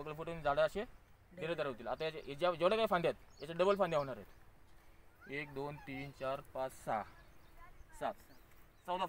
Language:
Marathi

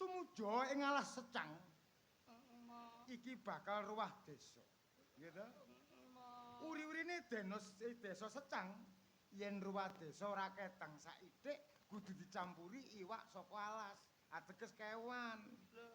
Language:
Javanese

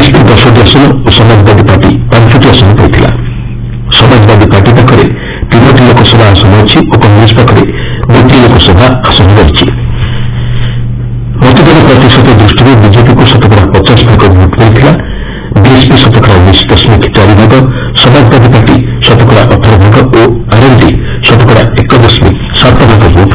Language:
Odia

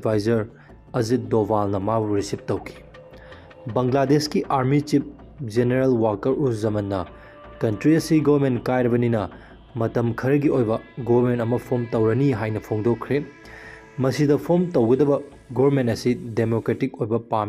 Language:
Manipuri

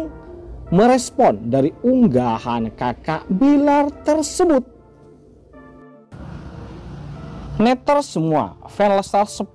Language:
Indonesian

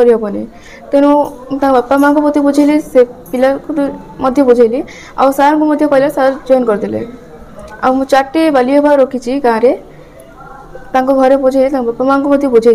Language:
Odia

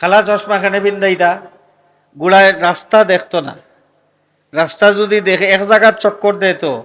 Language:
Sylheti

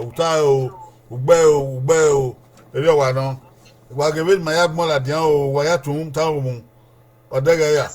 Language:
Bini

